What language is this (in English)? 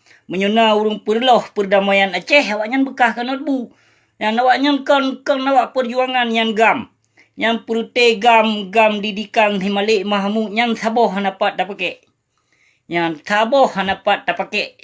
Achinese